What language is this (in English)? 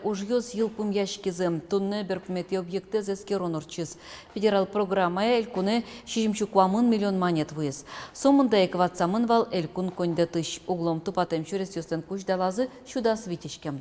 Udmurt